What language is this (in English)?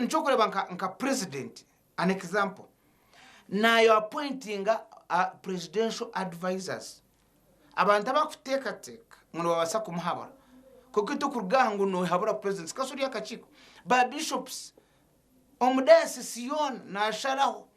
Nyankole